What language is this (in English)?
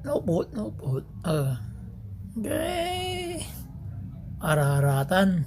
Pangasinan